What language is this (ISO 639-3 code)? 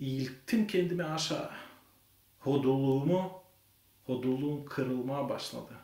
gag